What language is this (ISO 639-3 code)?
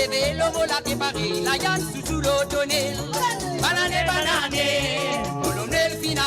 mfe